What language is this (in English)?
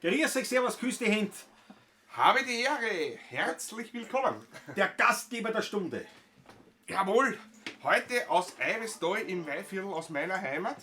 Bavarian